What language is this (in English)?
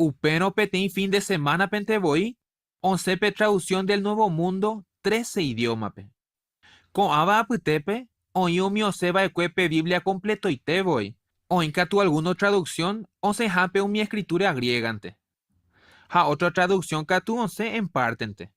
Guarani